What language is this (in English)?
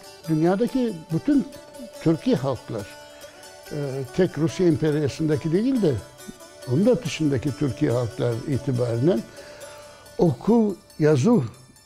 Crimean Tatar